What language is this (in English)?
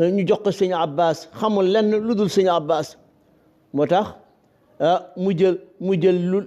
Wolof